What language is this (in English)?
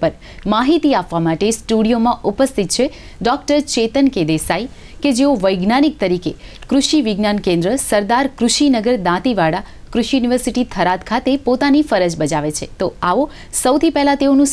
Gujarati